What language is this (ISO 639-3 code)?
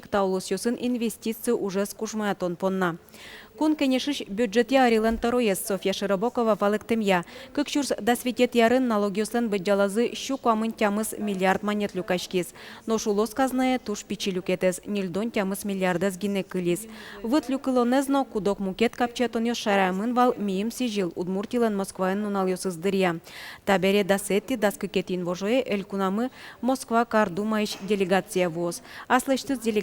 udm